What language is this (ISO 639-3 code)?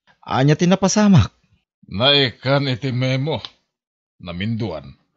ilo